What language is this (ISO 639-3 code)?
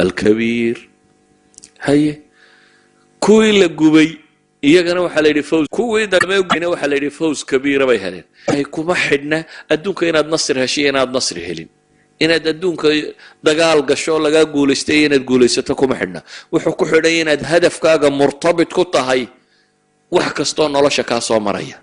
som